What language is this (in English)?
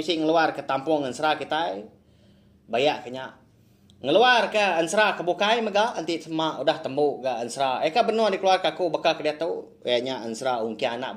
Iban